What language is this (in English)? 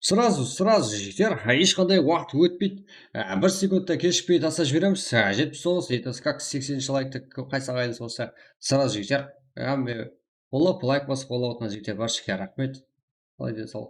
Kara-Kalpak